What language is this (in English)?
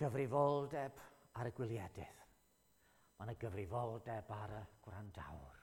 Welsh